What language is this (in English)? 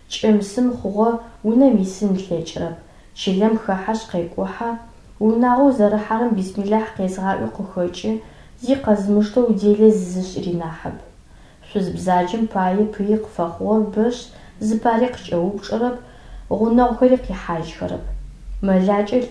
Adyghe